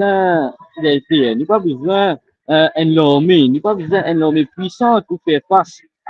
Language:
Morisyen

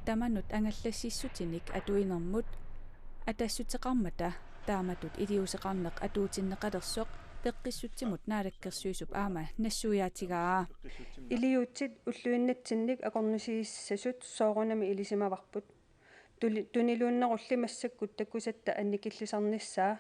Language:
Kalaallisut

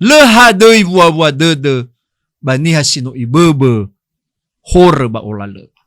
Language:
Nias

